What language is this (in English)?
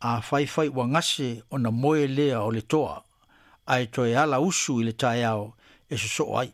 Samoan